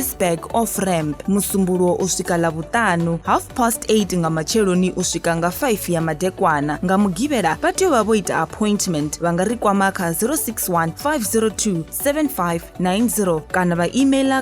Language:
Venda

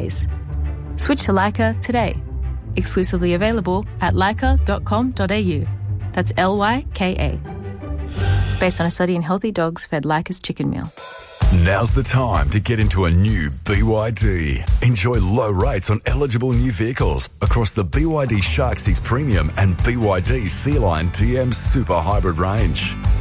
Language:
English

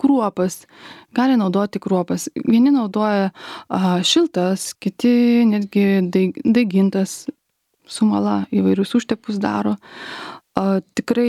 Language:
Lithuanian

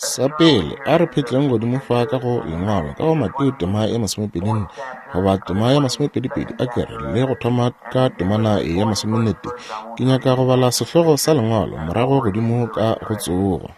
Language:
Northern Sotho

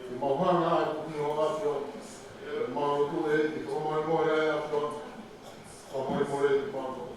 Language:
Tongan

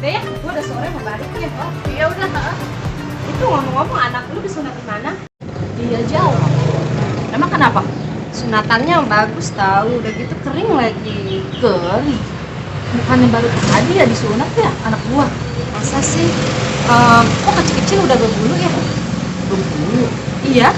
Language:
Betawi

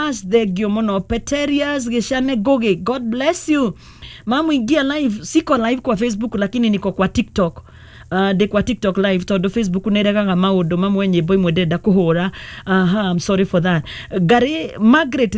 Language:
Kikuyu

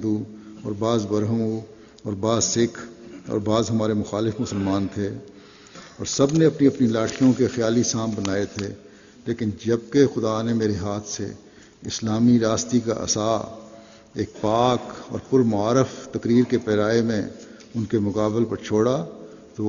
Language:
Urdu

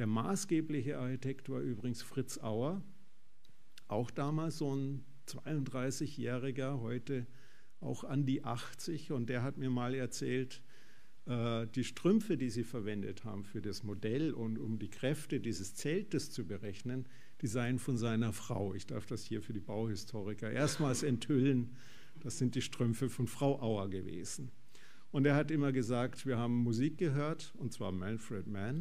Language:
German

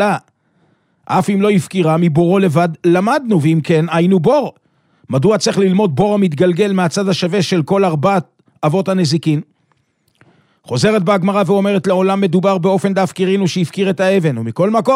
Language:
Hebrew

